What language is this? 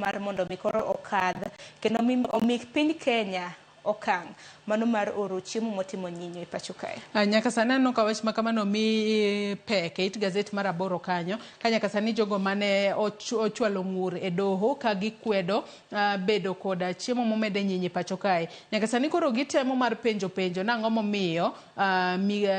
Luo (Kenya and Tanzania)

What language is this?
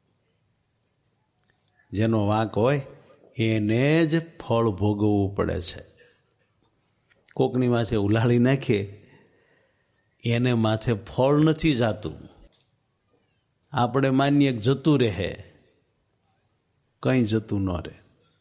Gujarati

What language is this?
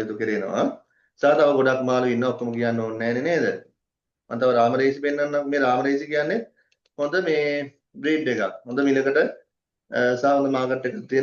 Sinhala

